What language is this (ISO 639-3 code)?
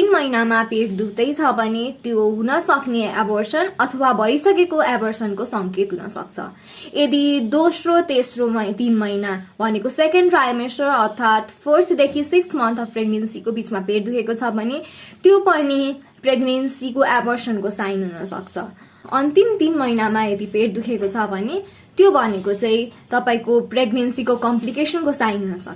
nep